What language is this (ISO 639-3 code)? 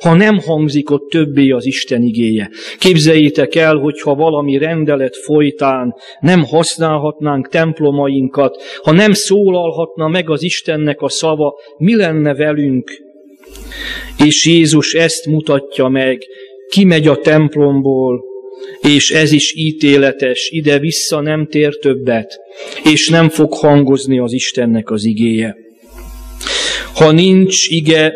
hun